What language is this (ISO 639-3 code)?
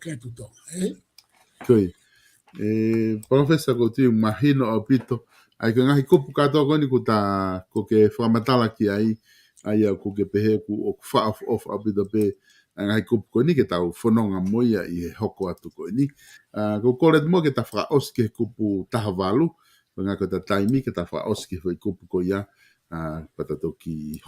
ton